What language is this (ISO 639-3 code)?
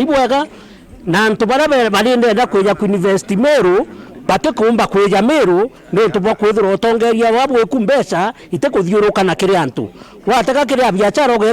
mer